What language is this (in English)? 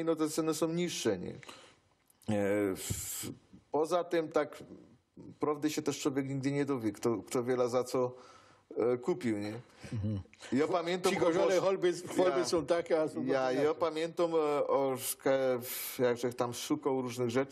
Silesian